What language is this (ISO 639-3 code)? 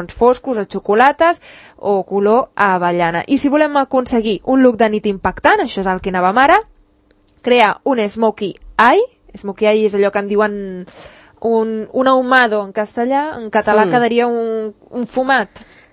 cat